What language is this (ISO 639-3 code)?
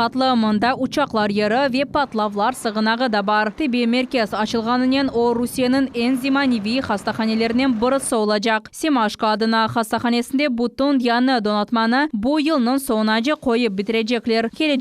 crh